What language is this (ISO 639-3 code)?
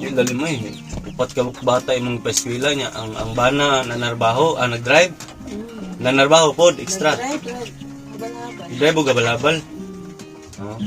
ceb